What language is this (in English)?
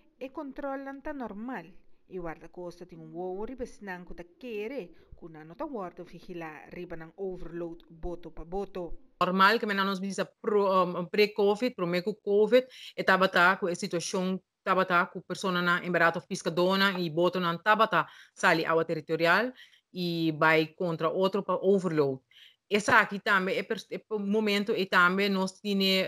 Papiamento